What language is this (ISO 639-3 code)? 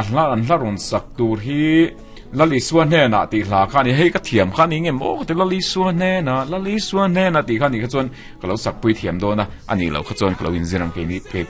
lus